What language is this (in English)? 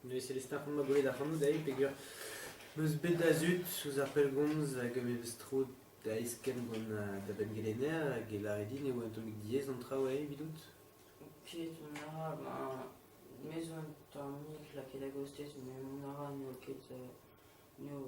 Breton